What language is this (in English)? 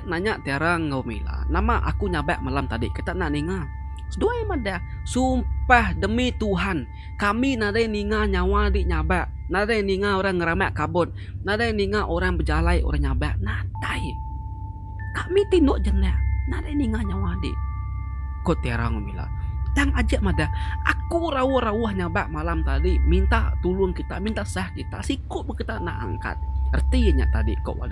Iban